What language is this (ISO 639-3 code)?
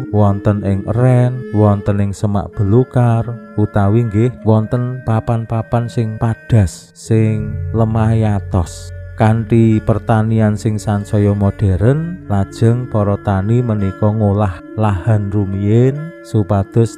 jav